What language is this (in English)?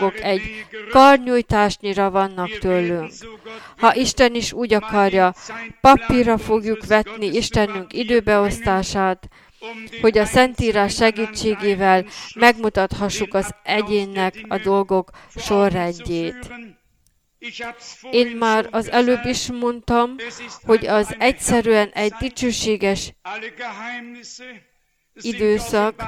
Hungarian